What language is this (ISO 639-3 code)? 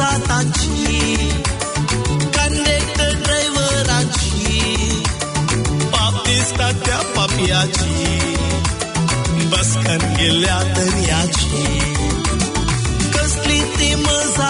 mar